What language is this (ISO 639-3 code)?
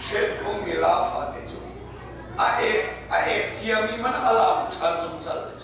cnh